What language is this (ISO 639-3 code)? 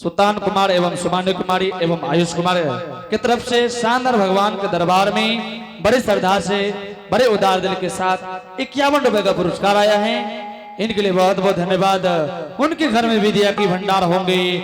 anp